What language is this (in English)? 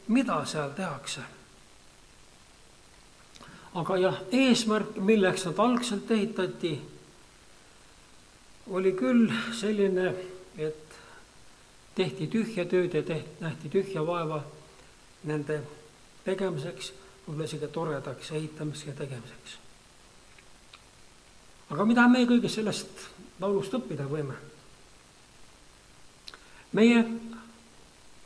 Estonian